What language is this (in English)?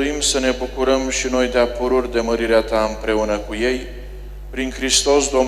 Romanian